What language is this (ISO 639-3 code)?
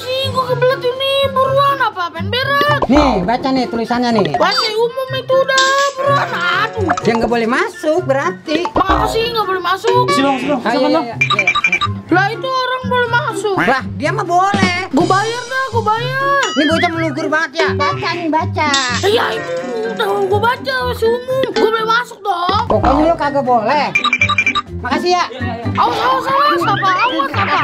bew